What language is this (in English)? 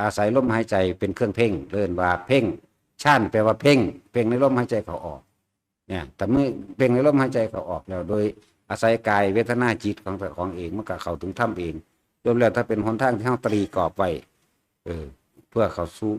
Northeastern Thai